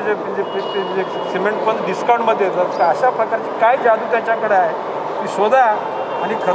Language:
Marathi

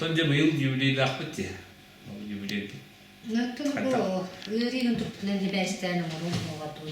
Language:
Yakut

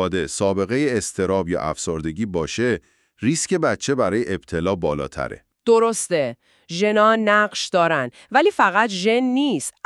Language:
Persian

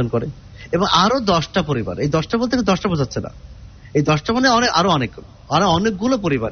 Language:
Bangla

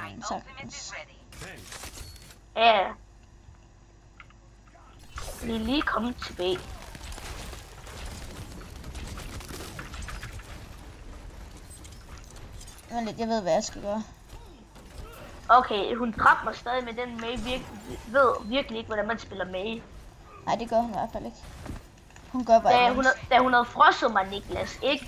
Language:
Danish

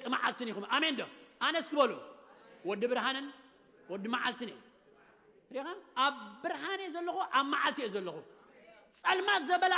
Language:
Tigrinya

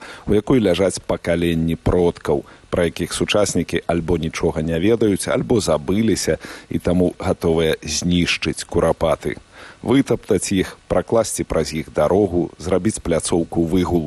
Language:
Belarusian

